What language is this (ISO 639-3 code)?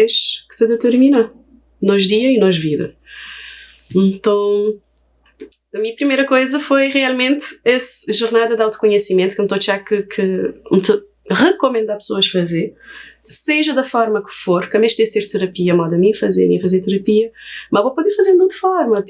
kea